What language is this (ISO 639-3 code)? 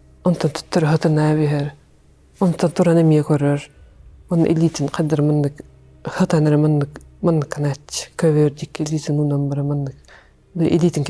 sah